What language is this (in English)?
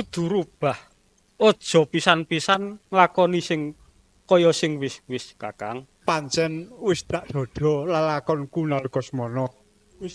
Javanese